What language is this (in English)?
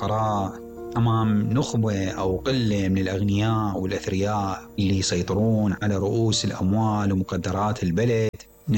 Mesopotamian Arabic